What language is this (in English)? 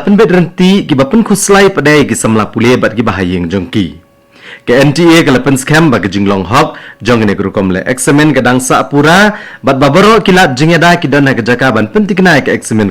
Khasi